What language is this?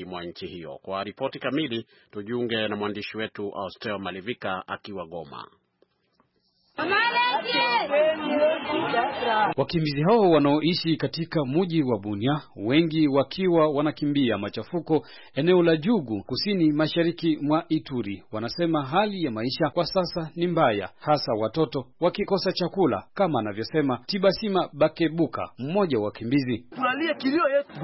Swahili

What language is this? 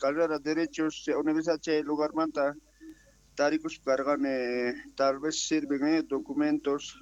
South Bolivian Quechua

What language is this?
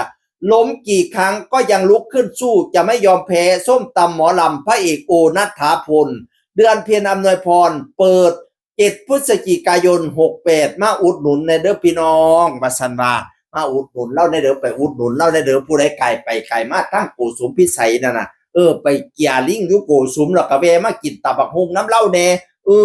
Northeastern Thai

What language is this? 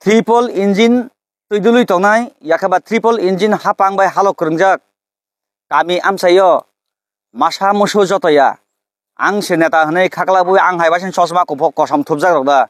Kok Borok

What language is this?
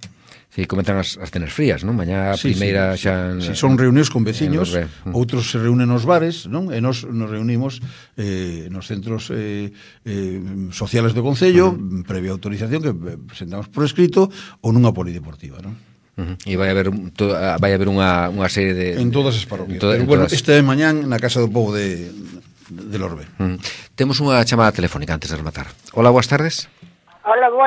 Galician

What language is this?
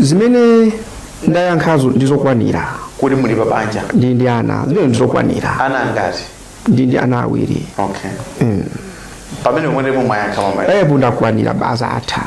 Nyanja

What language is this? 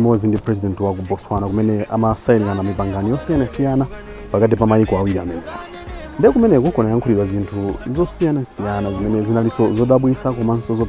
Nyanja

